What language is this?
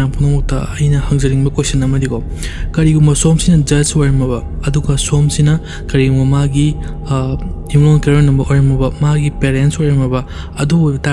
Manipuri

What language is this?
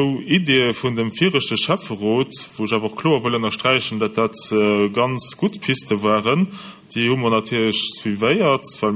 Luxembourgish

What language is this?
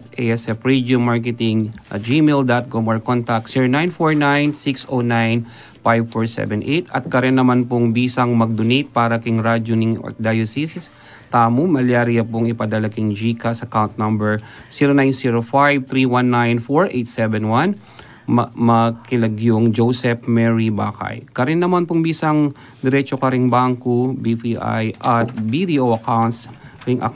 Pampanga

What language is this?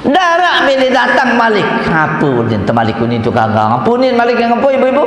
Sasak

